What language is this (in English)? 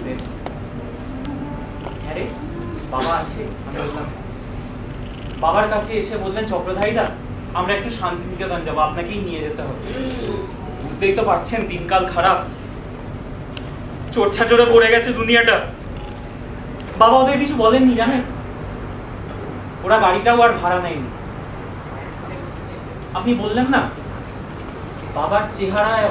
Bangla